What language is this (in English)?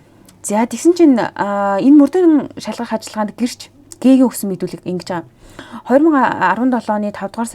Mongolian